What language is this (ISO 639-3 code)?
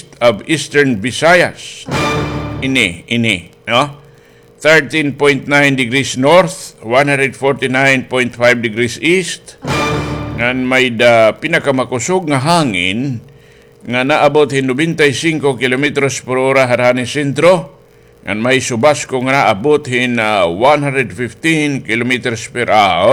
war